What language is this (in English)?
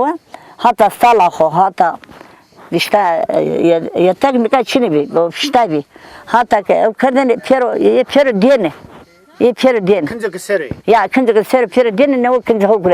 Zaza